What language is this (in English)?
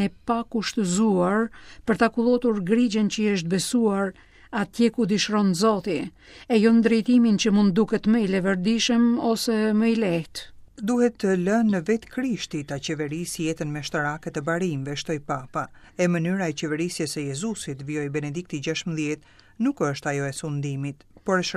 Albanian